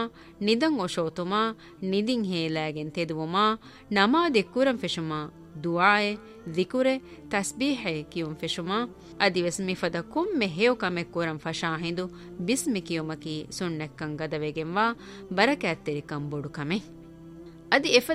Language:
Divehi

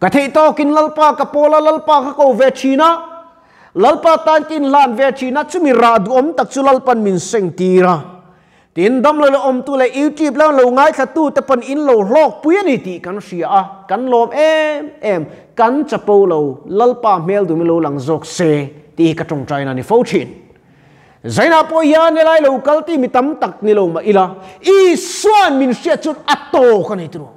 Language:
Mizo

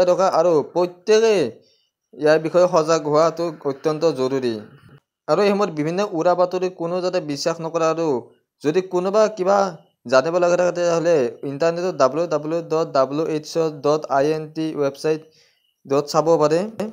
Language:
Assamese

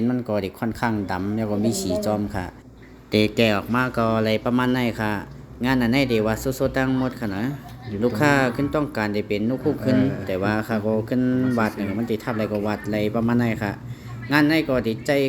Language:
Shan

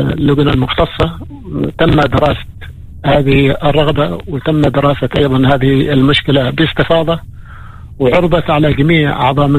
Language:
Arabic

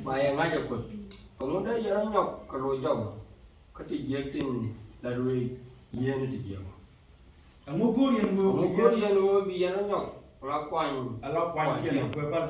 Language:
Nuer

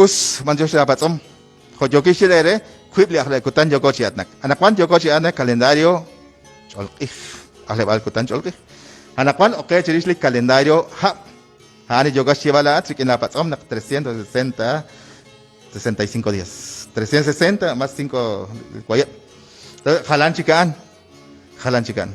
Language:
Kekchí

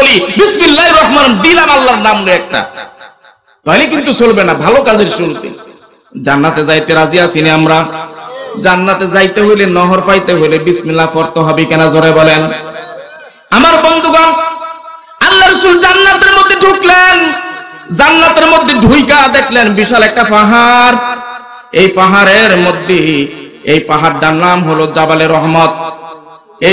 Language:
Bangla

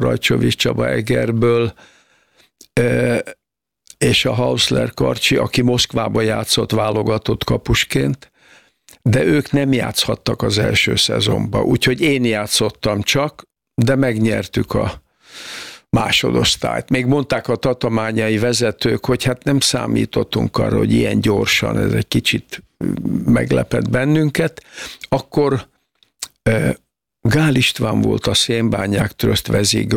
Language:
Hungarian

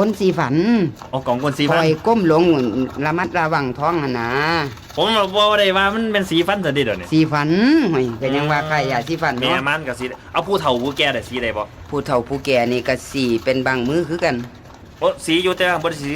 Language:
Northeastern Thai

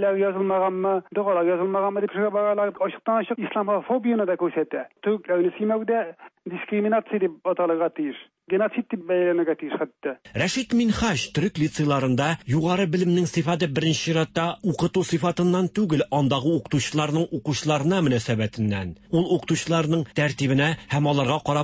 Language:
Tatar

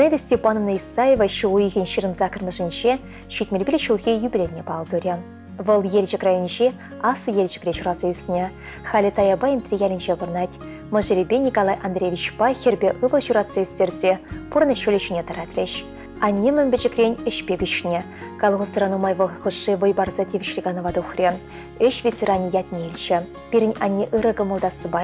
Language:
Chuvash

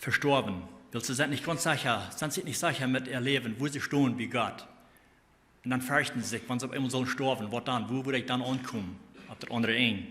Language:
Plautdietsch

